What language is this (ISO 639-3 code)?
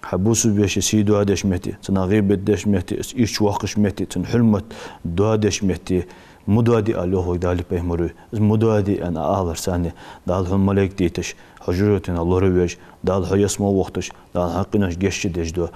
inh